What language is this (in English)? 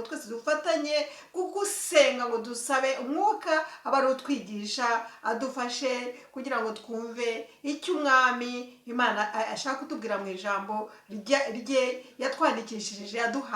Kinyarwanda